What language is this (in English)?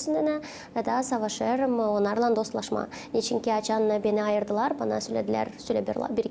Gagauz